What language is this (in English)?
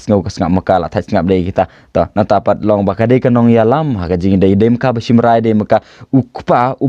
Khasi